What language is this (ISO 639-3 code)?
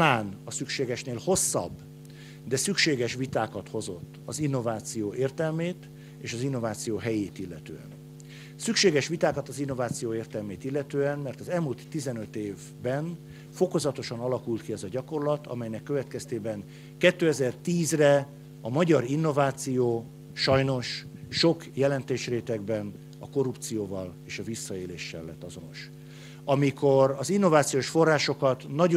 hun